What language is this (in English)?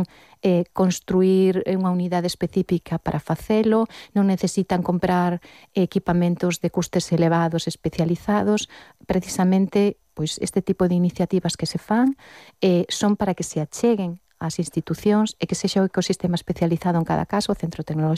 Galician